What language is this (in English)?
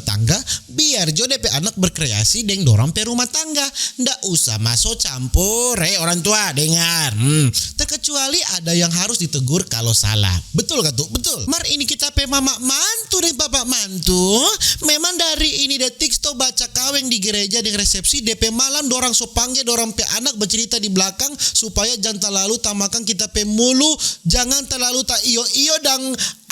Manado Malay